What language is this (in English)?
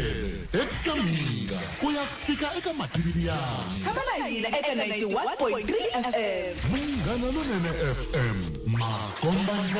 Tsonga